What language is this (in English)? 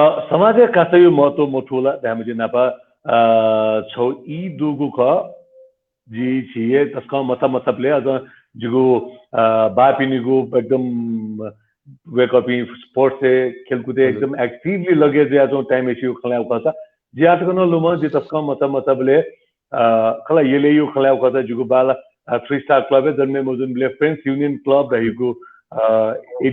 Newari